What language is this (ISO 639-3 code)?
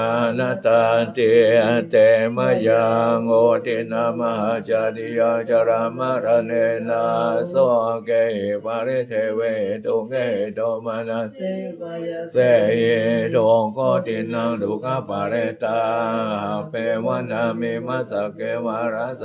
pli